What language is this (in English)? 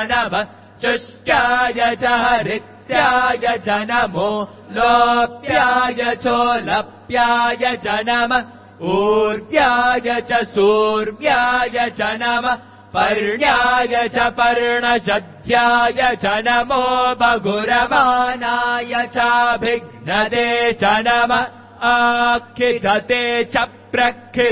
Sanskrit